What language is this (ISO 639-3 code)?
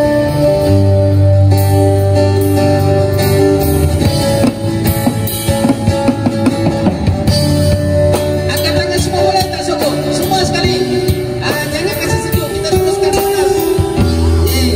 msa